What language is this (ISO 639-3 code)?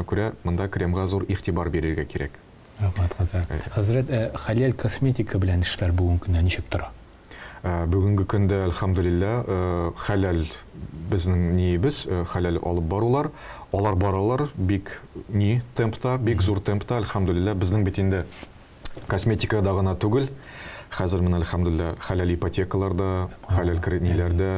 tat